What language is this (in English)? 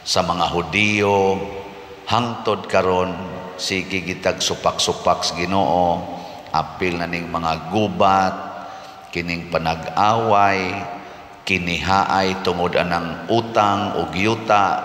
Cebuano